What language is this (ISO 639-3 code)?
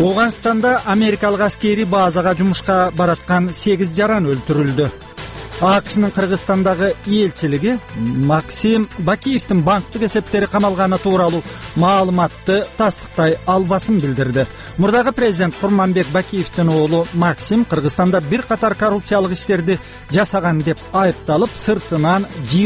kir